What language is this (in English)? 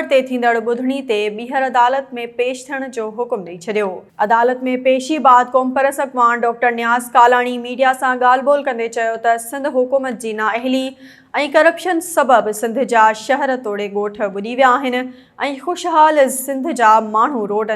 Sindhi